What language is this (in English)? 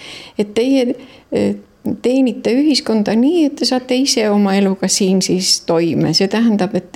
Estonian